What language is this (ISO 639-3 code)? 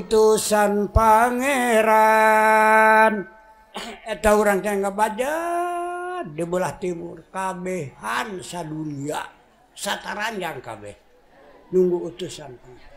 sun